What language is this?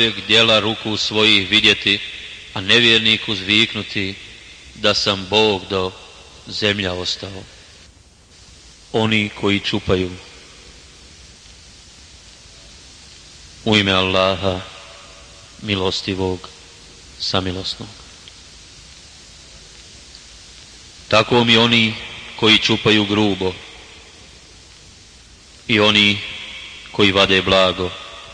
Bosnian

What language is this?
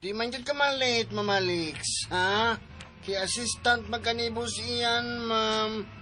Cebuano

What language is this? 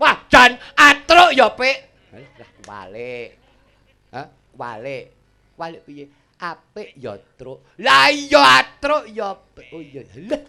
Javanese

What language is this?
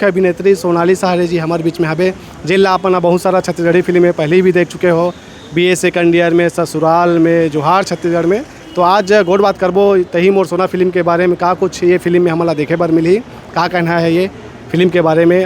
Chhattisgarhi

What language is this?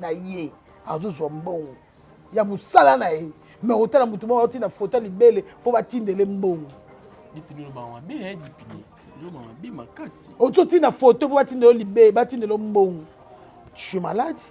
Lingala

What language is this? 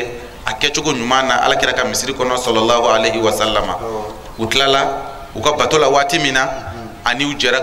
Bambara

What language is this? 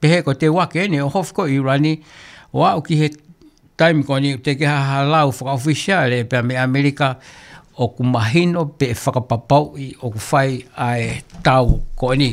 Tongan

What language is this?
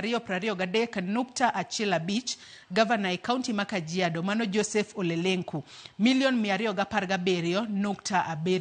Luo (Kenya and Tanzania)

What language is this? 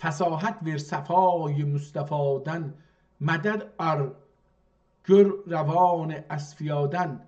South Azerbaijani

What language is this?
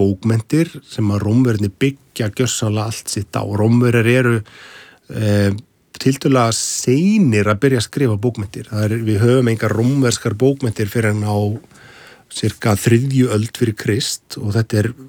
Icelandic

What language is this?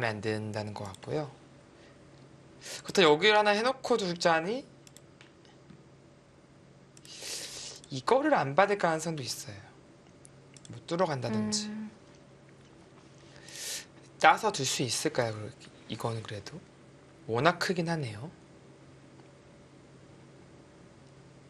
Korean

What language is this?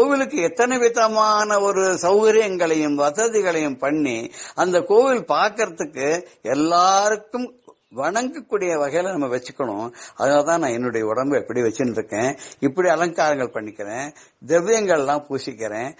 Tamil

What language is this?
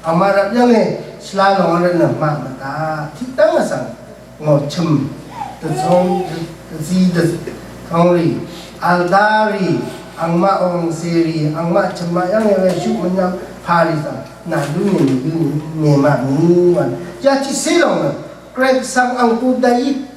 Rawang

